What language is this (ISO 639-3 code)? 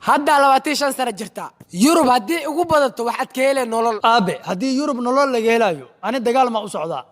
som